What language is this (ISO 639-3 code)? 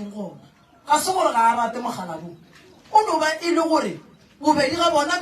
nso